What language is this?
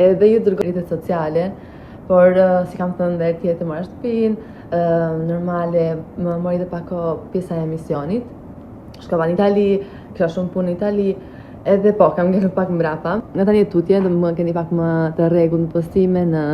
Albanian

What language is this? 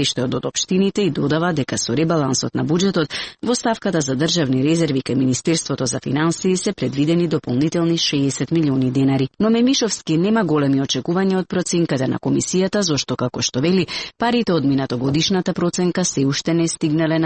Macedonian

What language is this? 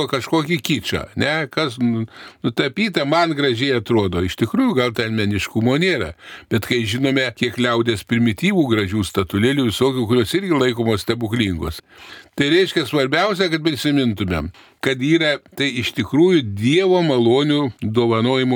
Lithuanian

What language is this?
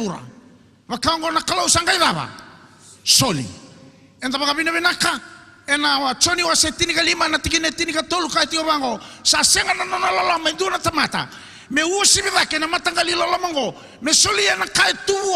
Fijian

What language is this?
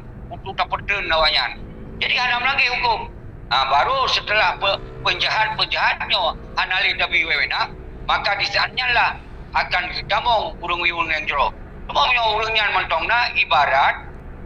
Achinese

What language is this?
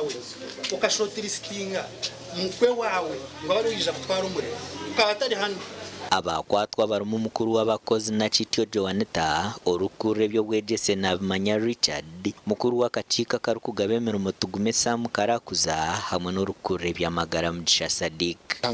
Nyankole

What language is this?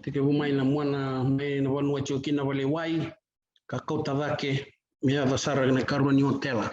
Fijian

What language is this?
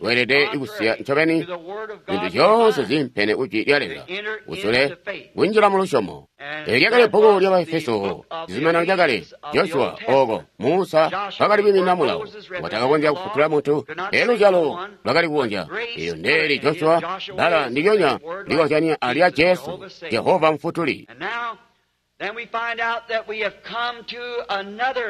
Tonga (Zambia)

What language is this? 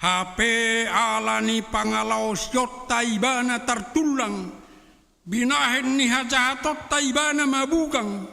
Batak Toba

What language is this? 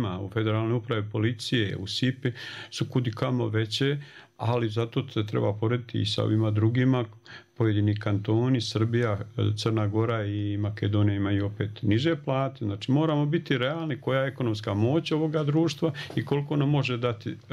Bosnian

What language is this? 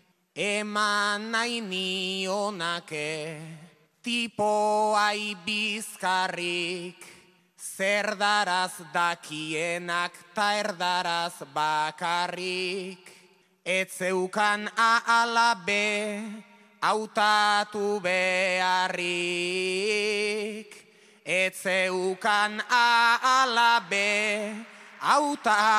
Basque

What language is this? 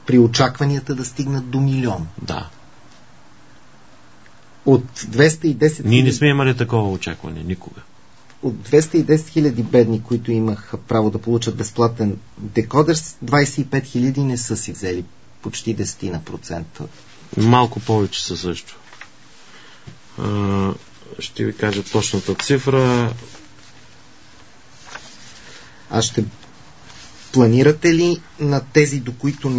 Bulgarian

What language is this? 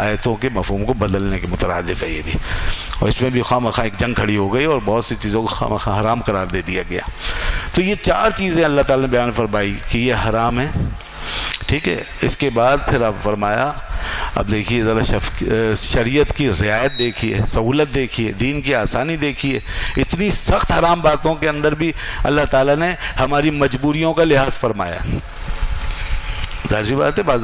Urdu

